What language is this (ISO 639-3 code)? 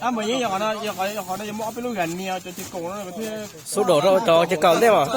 hmn